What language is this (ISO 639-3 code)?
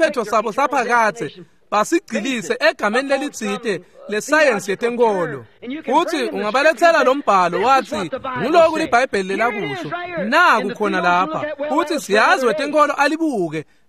ssw